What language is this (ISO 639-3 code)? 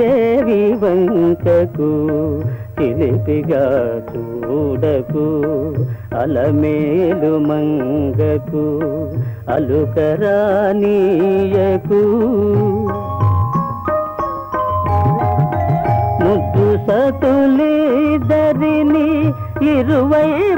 tel